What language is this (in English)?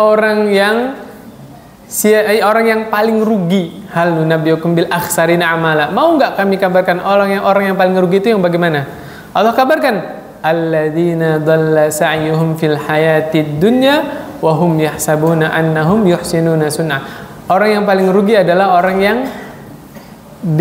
Indonesian